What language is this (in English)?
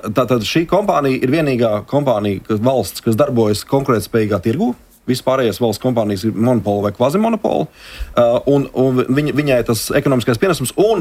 Latvian